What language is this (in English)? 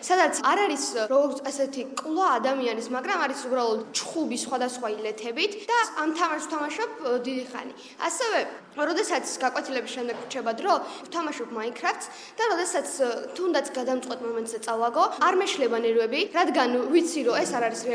Georgian